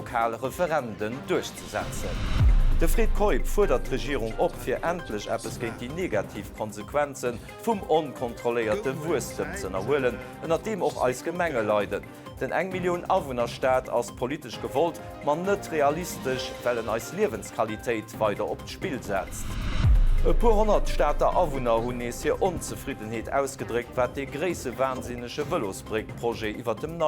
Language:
Luxembourgish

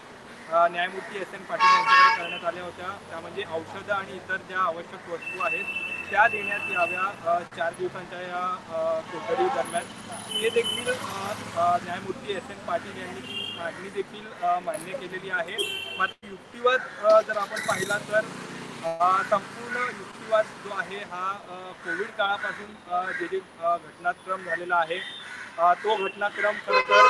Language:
Marathi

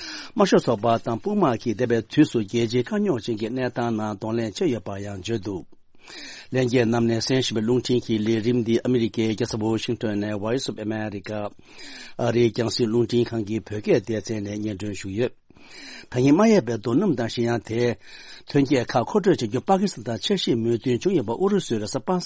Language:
Tibetan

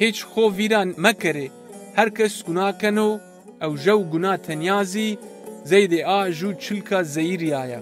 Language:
Zaza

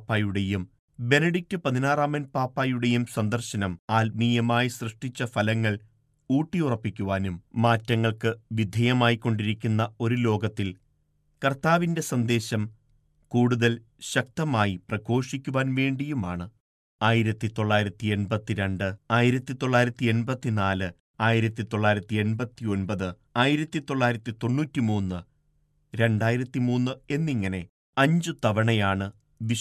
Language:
Malayalam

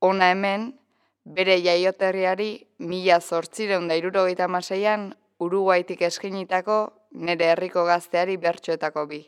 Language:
Basque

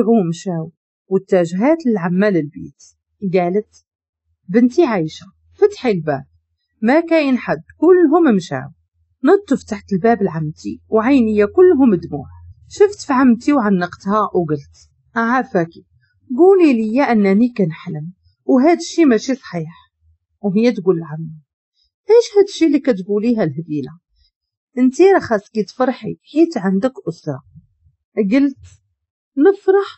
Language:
Moroccan Arabic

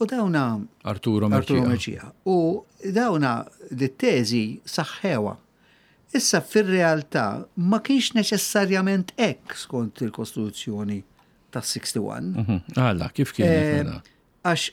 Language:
Maltese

